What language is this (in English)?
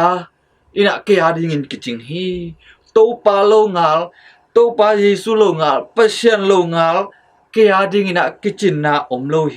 Tedim Chin